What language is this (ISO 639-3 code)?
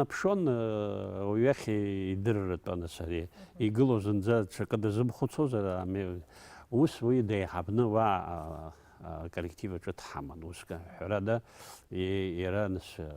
abk